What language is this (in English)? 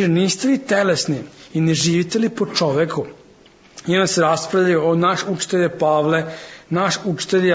Serbian